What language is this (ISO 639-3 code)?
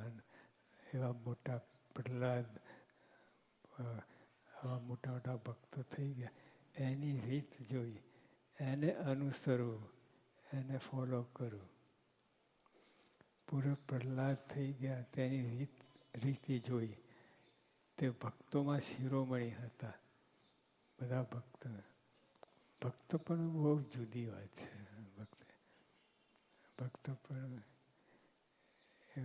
guj